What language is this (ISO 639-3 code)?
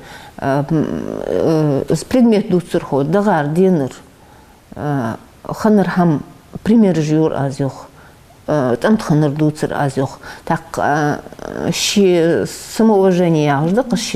inh